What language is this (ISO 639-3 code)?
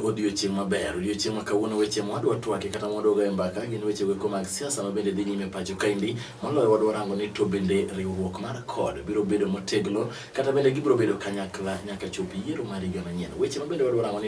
luo